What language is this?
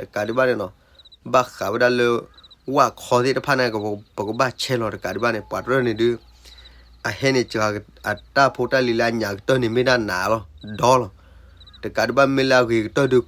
S'gaw Karen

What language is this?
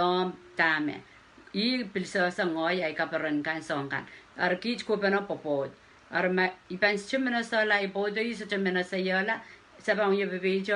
Pohnpeian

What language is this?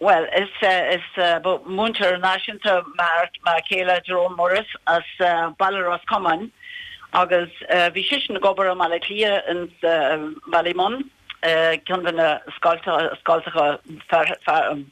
Irish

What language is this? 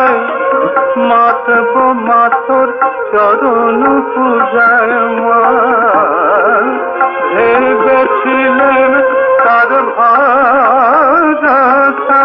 Bangla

